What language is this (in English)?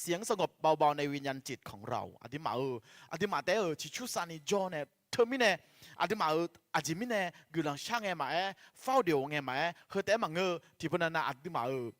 Akha